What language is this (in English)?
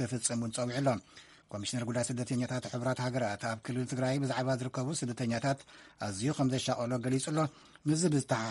Tigrinya